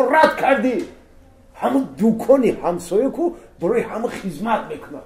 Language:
Tajik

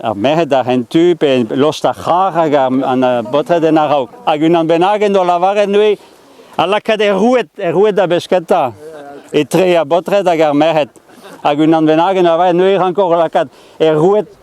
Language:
Breton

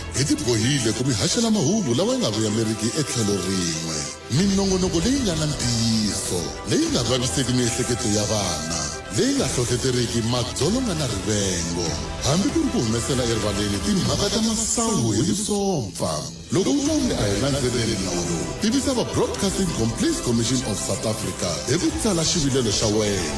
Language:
Tsonga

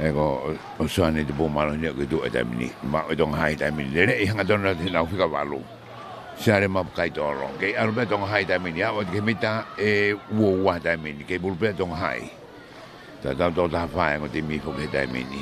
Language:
Tongan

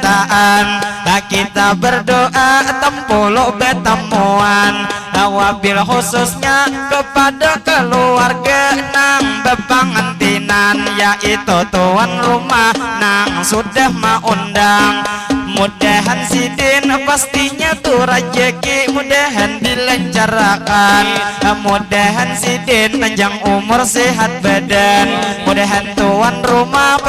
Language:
Banjar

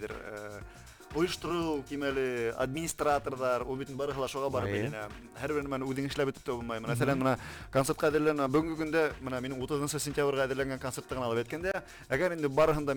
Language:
Bashkir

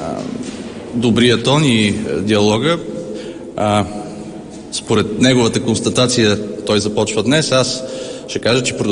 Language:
Bulgarian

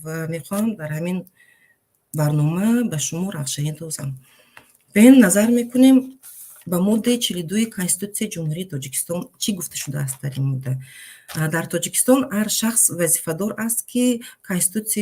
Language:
Tajik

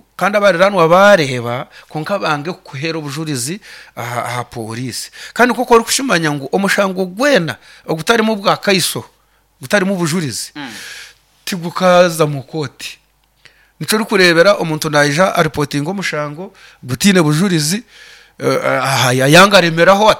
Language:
Nyoro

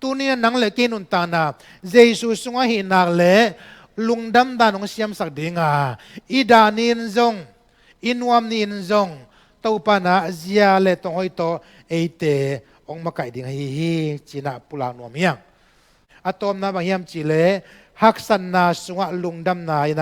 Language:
Tedim Chin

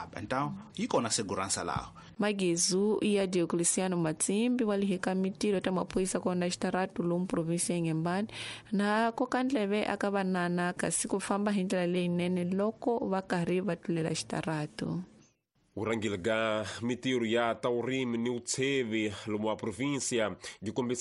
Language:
Tsonga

